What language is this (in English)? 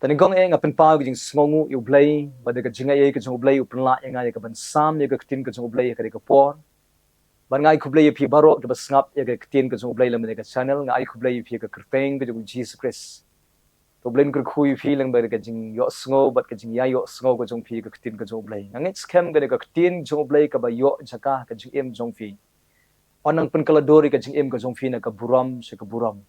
Khasi